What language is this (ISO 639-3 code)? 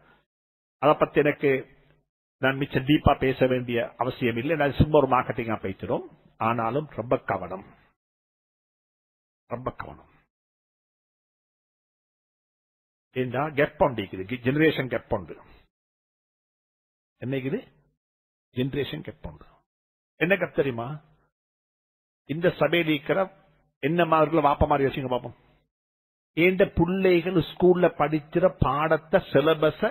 tam